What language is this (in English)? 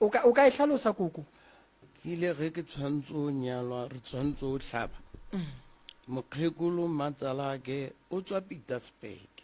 Northern Sotho